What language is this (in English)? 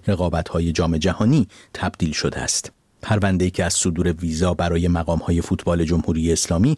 Persian